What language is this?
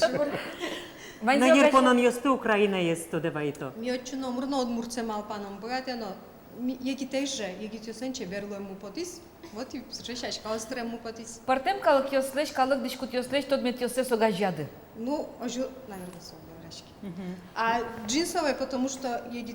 Udmurt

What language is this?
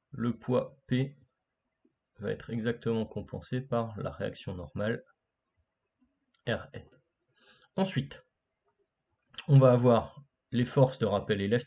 French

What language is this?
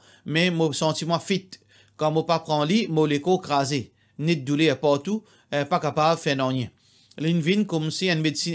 Morisyen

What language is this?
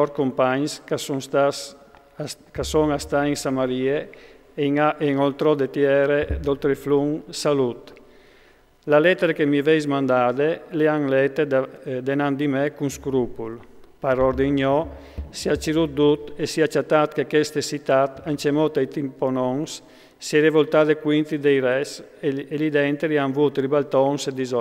Friulian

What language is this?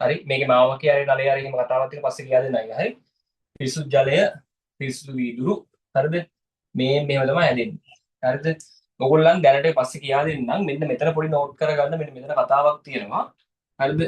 Sinhala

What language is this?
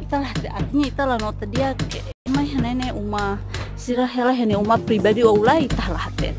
Tetum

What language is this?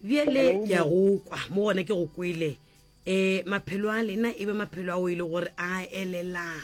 Northern Sotho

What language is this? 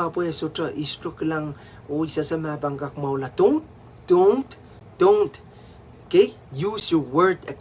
Pohnpeian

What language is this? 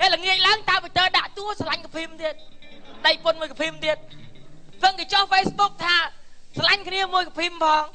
Khmer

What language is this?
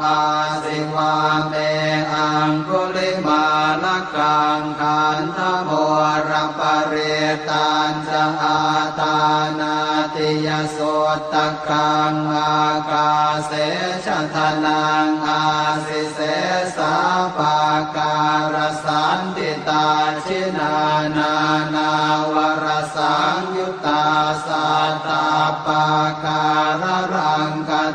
Pali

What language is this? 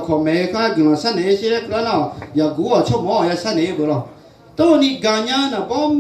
Akha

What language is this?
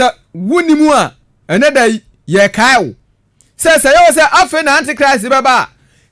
Akan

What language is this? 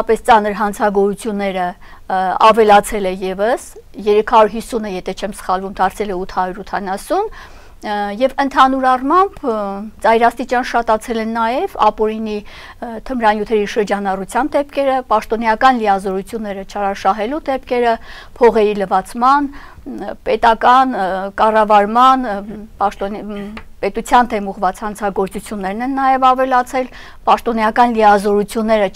Armenian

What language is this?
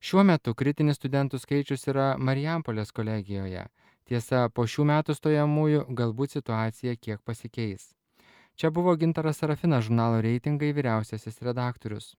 Lithuanian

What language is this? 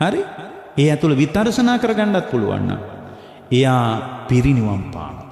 Sinhala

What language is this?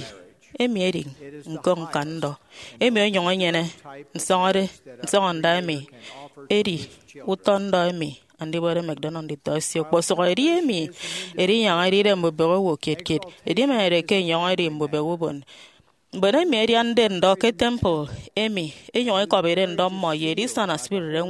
Efik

